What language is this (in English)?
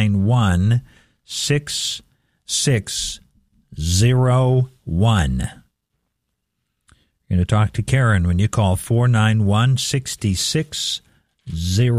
English